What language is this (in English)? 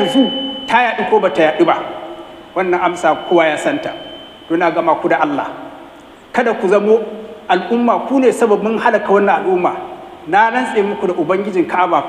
Hausa